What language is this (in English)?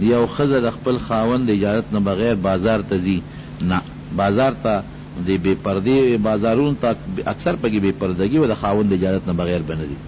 Pashto